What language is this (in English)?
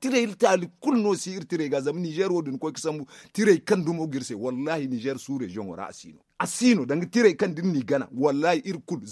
Zarma